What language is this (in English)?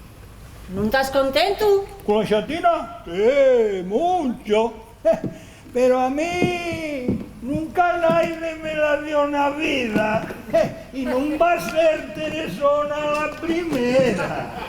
Asturian